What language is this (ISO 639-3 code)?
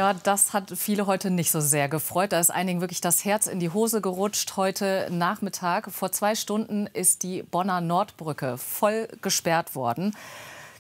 deu